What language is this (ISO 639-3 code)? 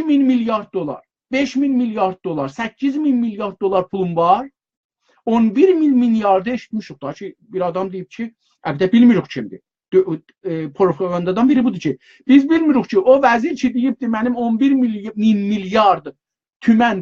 azb